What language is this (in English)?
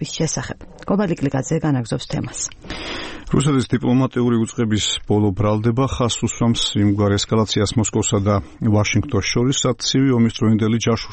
Georgian